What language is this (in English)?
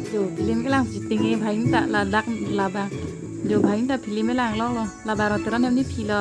Karbi